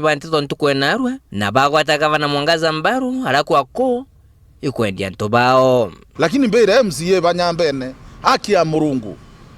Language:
Meru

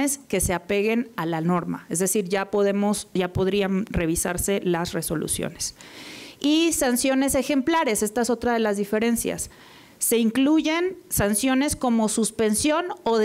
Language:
Spanish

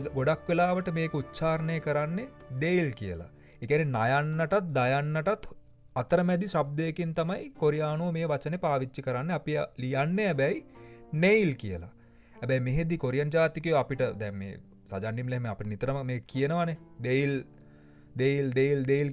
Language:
Sinhala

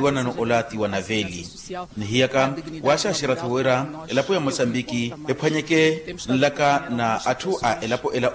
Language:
Makhuwa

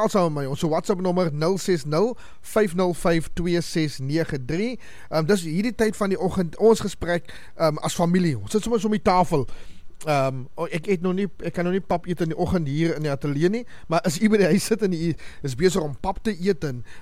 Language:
Afrikaans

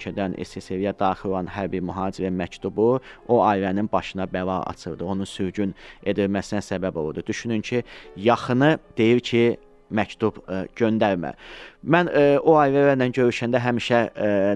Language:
Azerbaijani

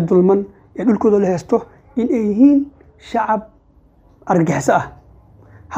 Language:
Somali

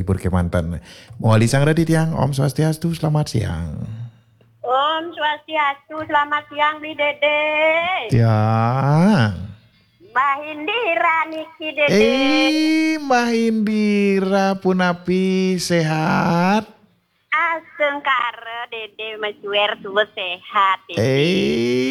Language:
Balinese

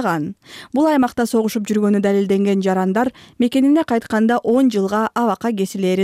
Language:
Kyrgyz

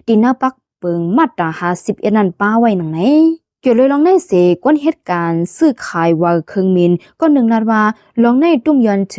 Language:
Lao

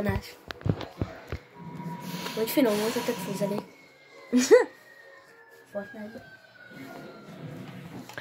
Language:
Hungarian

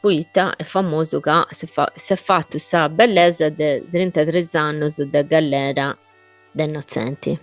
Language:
Sardinian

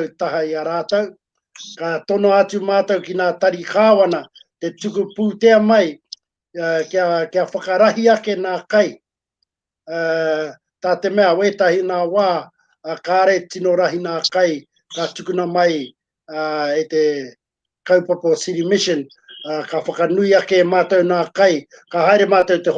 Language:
Māori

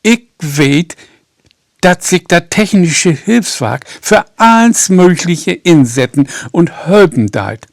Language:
Low German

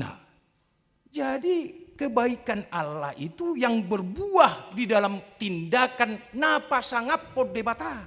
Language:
Batak Toba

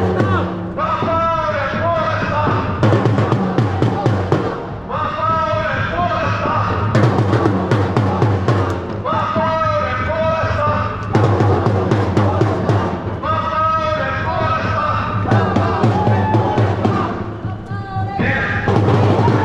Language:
Finnish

